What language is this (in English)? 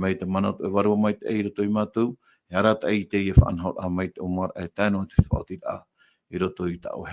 Tahitian